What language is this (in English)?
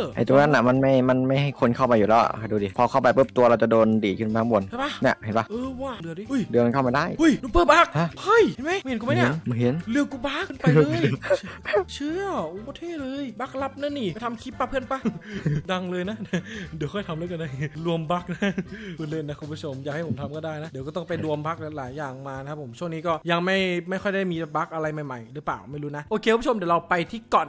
Thai